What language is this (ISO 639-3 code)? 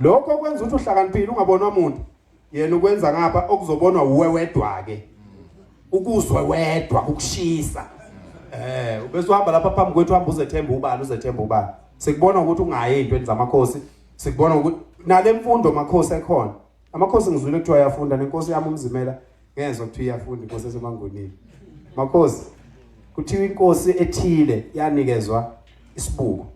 zul